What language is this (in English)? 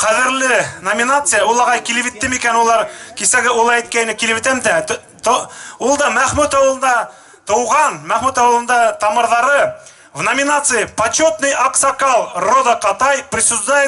Bashkir